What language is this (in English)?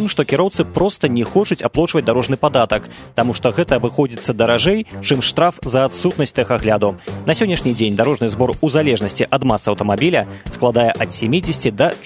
Belarusian